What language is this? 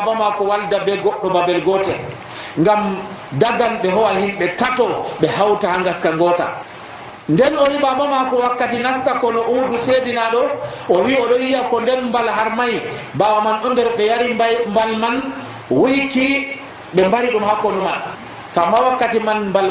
Nigerian Fulfulde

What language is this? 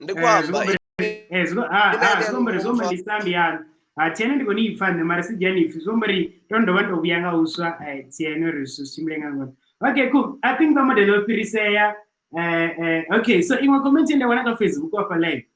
Venda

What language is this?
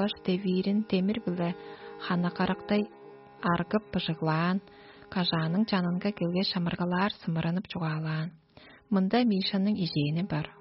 Tuvinian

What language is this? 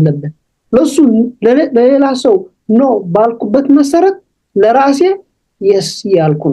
Amharic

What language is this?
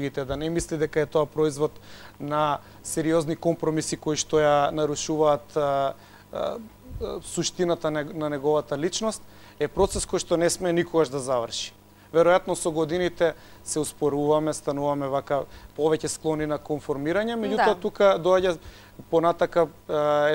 Macedonian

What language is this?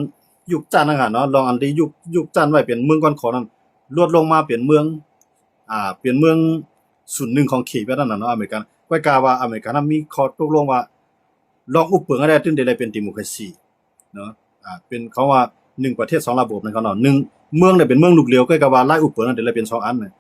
Shan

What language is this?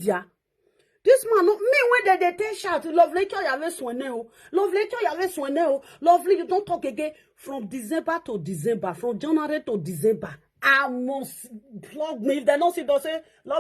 Nigerian Pidgin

